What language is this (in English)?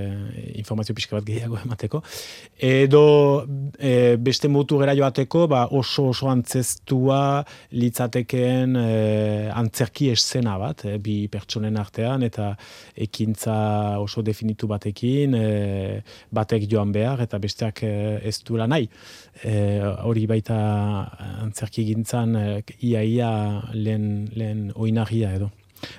Basque